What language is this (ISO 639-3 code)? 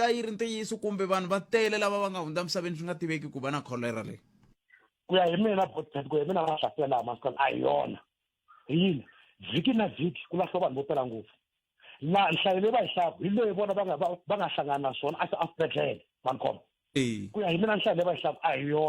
tso